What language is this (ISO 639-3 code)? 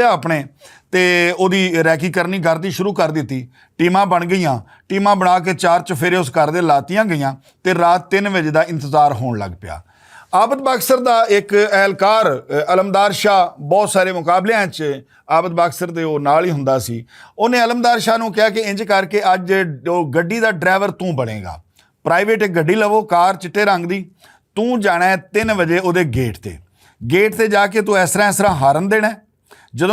lah